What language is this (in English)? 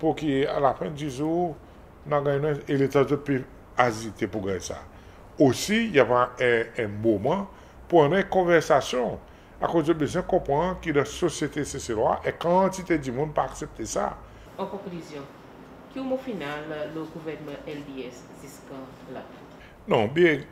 Seselwa Creole French